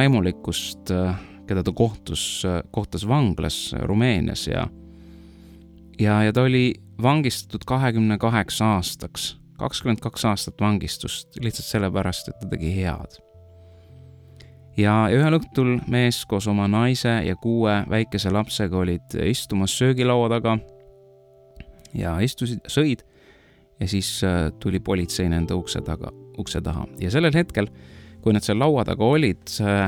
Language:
Estonian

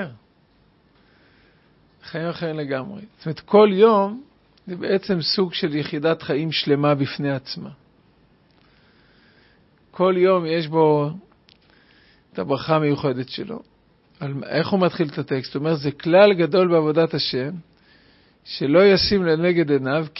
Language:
Hebrew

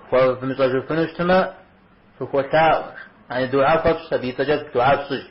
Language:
Kabardian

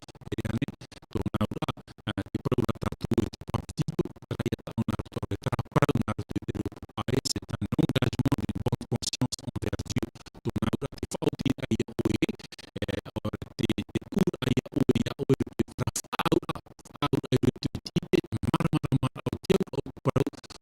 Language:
Tahitian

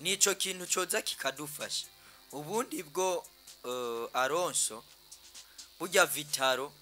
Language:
Rundi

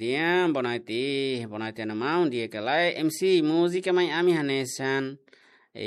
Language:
Tetum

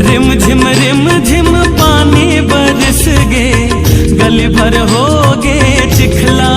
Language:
Chhattisgarhi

